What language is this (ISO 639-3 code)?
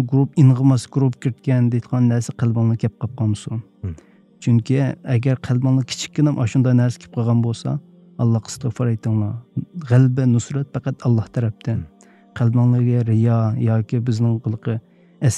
uig